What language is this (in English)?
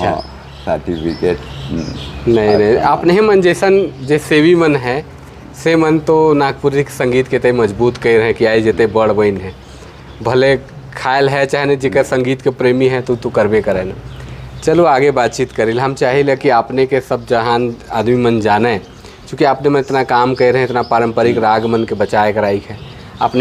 Sadri